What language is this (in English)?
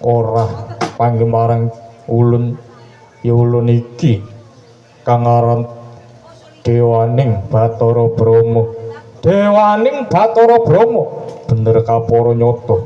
Javanese